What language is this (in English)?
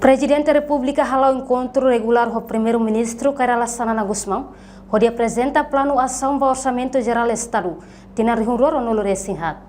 Tetum